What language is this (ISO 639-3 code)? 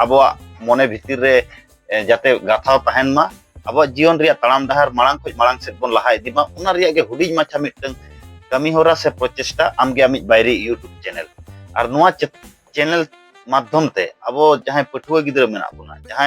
sat